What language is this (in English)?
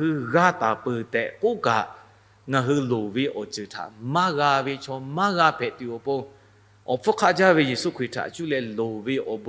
Lahu